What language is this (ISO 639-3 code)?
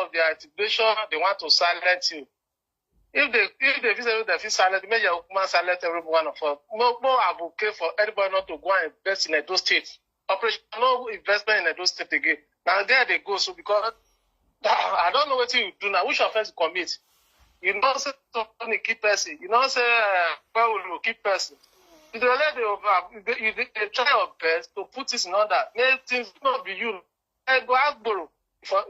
pcm